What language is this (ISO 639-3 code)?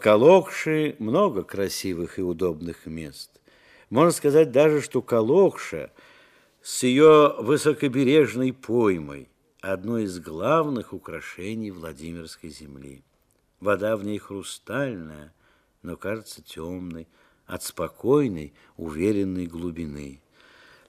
rus